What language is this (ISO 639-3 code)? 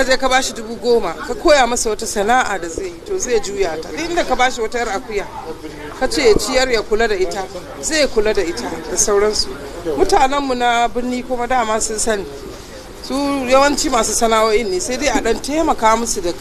hau